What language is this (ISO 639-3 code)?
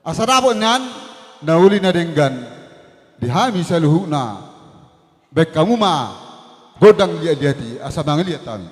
bbc